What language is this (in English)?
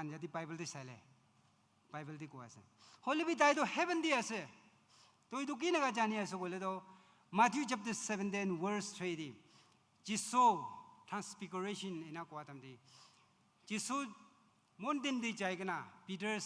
Naga Pidgin